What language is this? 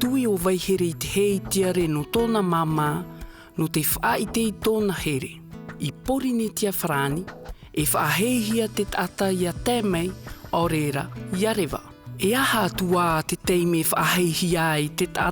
Tahitian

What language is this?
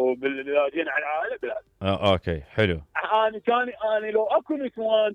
Mesopotamian Arabic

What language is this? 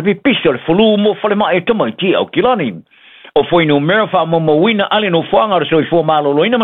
Samoan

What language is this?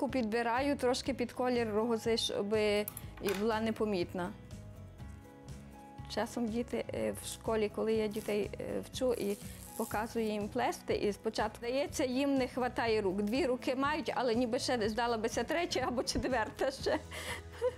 Ukrainian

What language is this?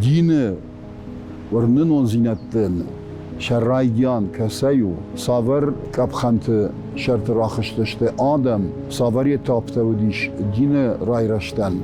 Ossetic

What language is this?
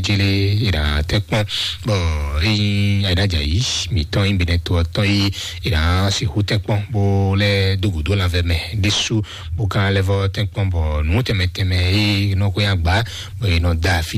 Fon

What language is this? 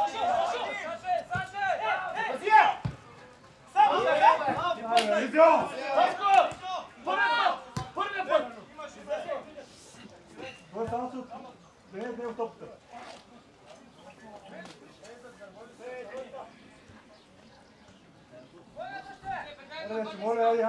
Bulgarian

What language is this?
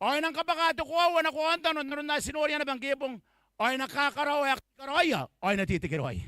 Gilbertese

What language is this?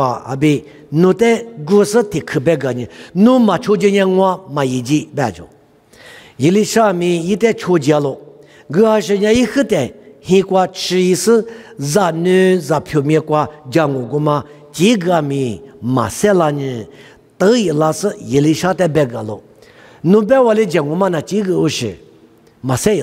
Lisu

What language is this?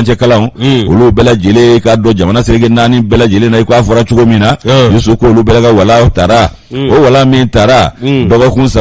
Bambara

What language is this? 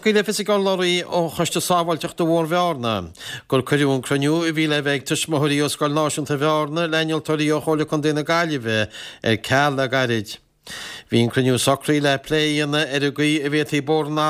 Irish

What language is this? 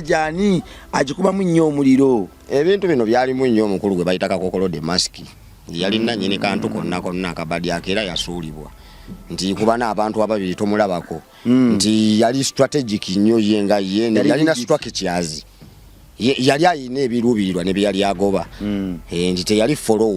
Ganda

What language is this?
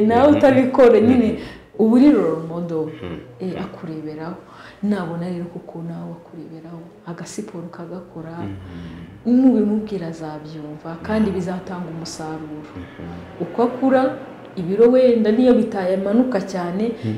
Kinyarwanda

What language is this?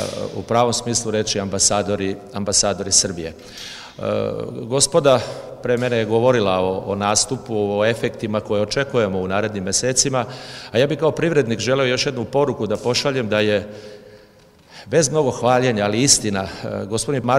Serbian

